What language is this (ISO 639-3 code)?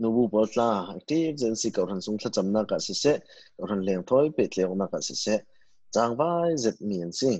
cfm